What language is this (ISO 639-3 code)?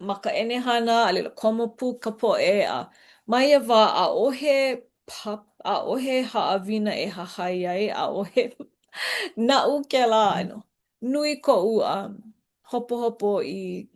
haw